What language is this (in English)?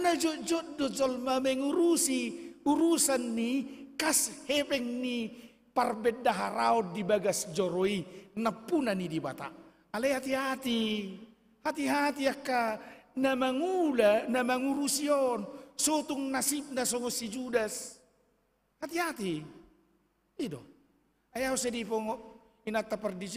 Batak Toba